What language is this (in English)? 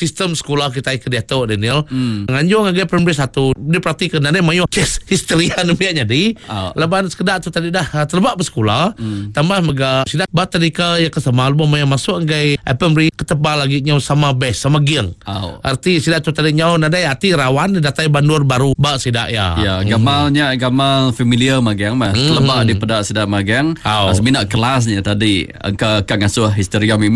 Iban